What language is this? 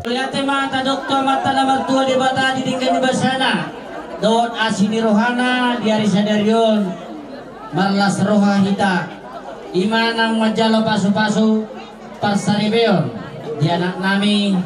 Batak Toba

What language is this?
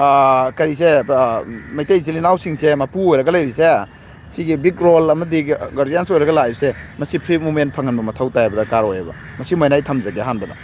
Manipuri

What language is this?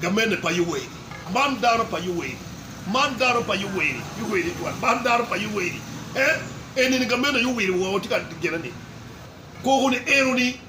Acoli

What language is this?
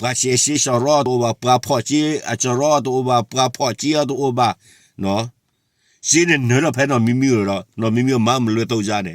S'gaw Karen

